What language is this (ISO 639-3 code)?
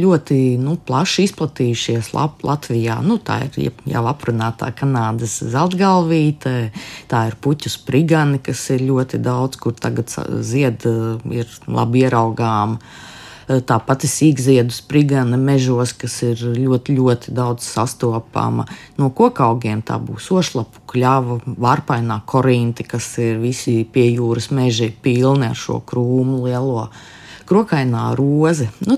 lav